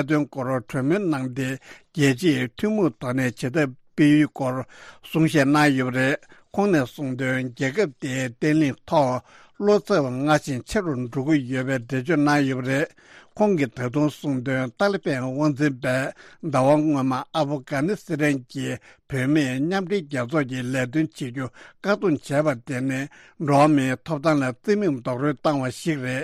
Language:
Tibetan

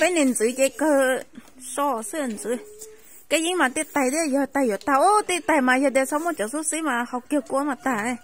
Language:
Hmong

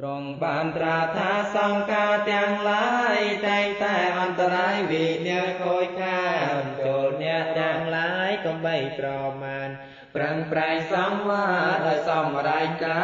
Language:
Khmer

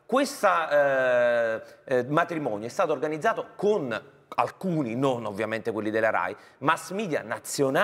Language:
Italian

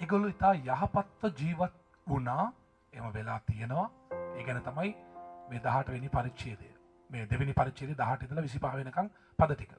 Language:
Sinhala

